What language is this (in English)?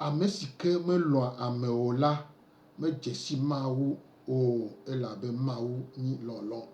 Gen